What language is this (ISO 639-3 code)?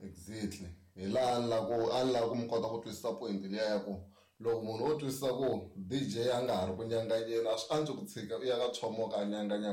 tso